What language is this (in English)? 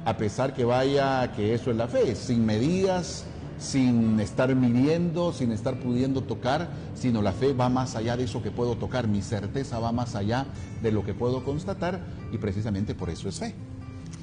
Spanish